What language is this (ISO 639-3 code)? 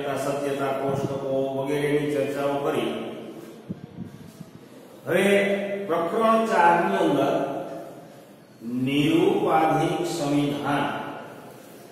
guj